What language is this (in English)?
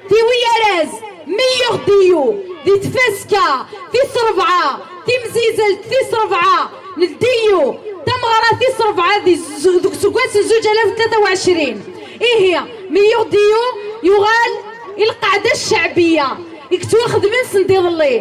Kabyle